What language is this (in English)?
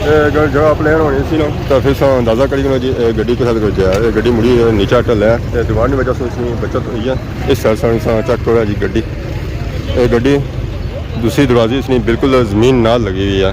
Pahari-Potwari